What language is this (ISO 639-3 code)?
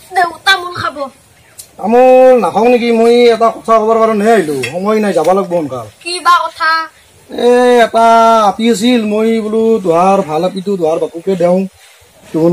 asm